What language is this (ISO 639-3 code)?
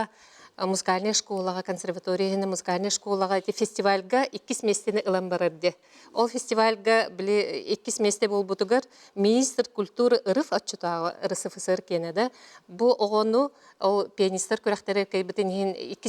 sah